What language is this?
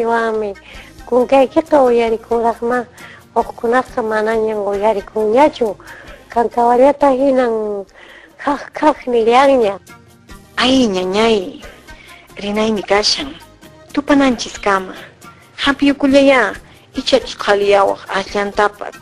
Quechua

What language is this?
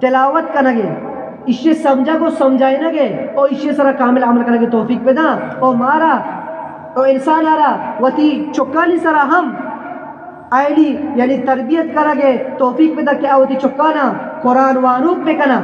Eastern Balochi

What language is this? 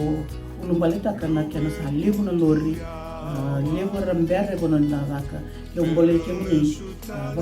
Fijian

